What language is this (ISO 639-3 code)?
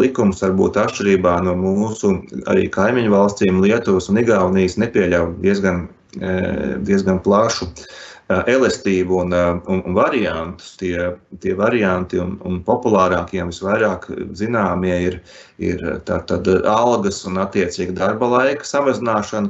lav